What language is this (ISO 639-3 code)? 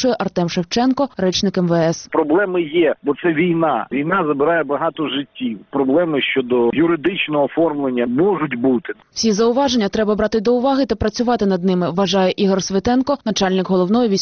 ukr